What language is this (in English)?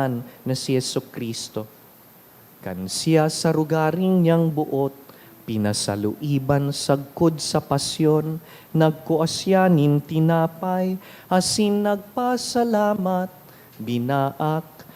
Bikol